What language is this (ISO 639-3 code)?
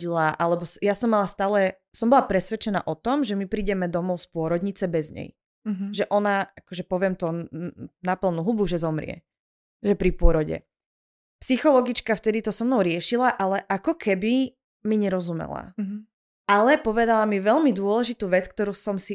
slk